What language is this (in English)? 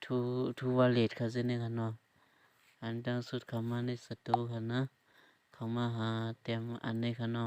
Shan